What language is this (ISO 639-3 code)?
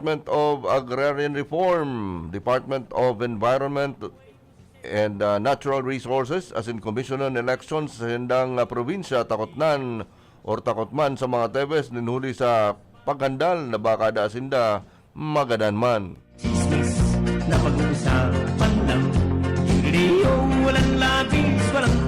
bik